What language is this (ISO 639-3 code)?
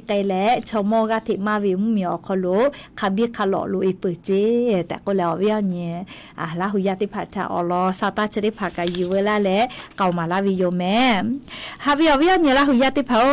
lhu